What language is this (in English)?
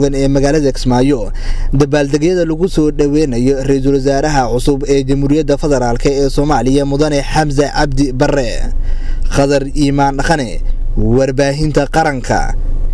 Somali